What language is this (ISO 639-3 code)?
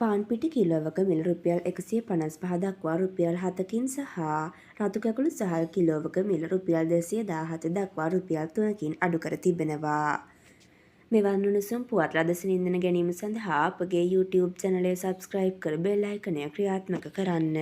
sin